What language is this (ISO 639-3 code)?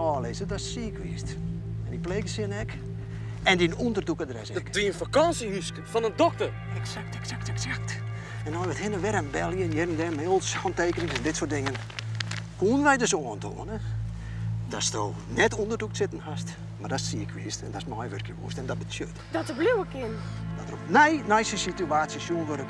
fry